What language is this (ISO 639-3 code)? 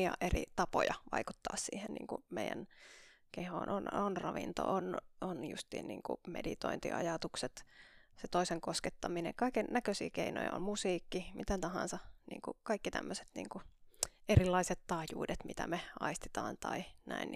fin